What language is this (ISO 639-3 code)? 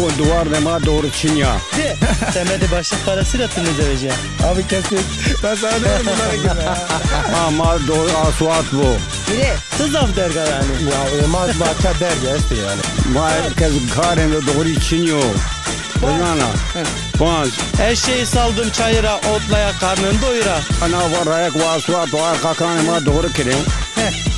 zza